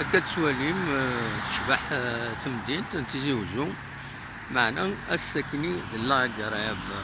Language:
Kabyle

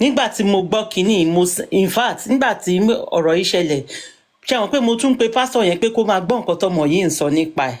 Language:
Yoruba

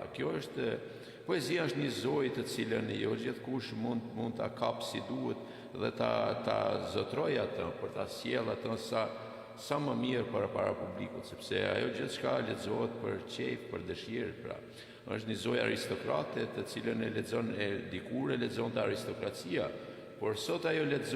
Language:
Albanian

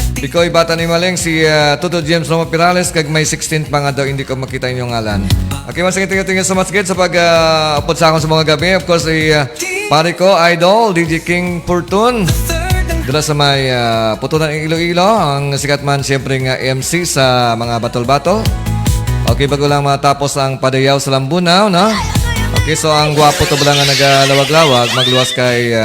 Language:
Hiligaynon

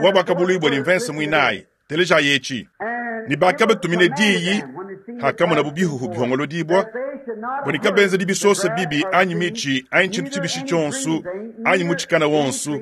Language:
Luba-Lulua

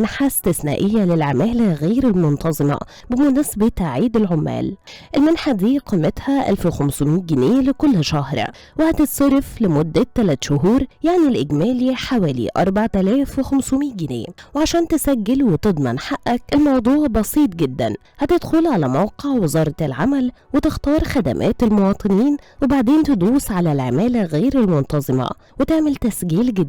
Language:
Egyptian Arabic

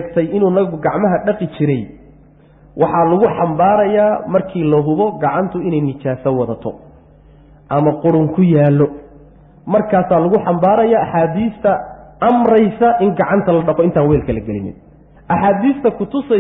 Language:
Somali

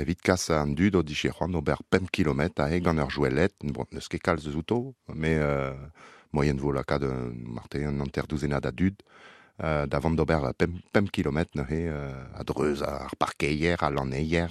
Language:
Breton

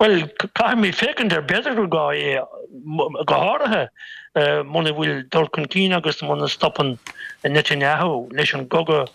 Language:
Irish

